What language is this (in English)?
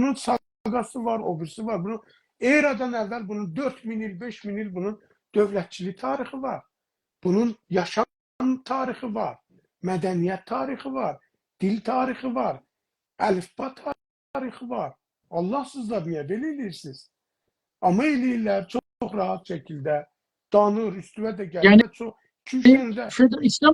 South Azerbaijani